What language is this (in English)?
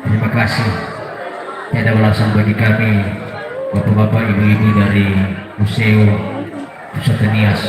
Nias